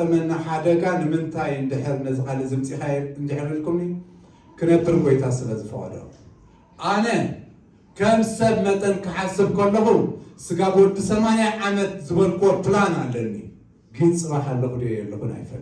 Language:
Tigrinya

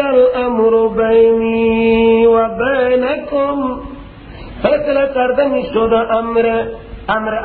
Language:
Persian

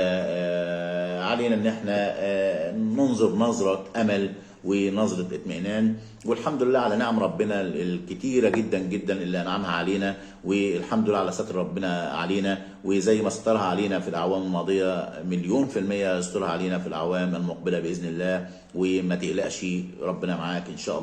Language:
Egyptian Arabic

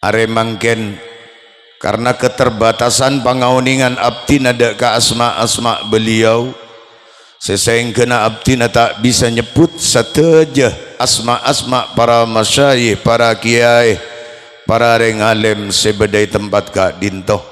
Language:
Madurese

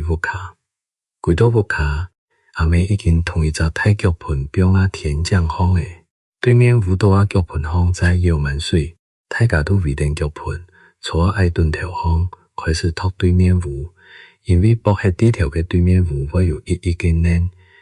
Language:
Hakka Chinese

